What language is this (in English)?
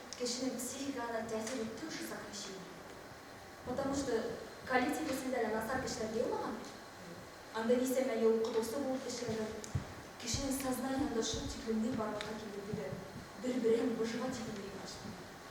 Bashkir